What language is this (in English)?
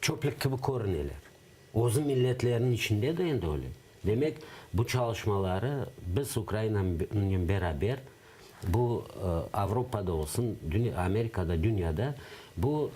Crimean Tatar